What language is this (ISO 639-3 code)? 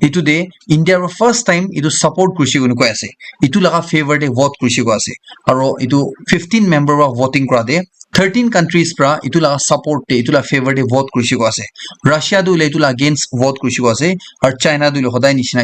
nag